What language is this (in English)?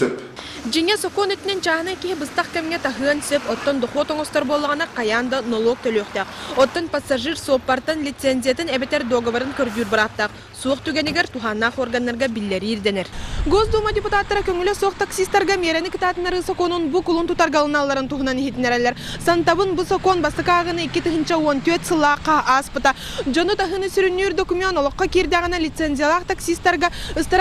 Yakut